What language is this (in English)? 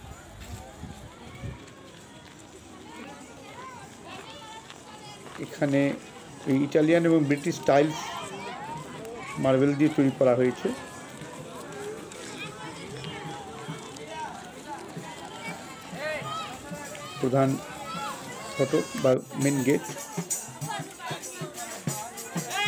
Bangla